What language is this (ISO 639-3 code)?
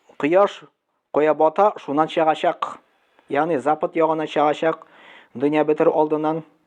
tat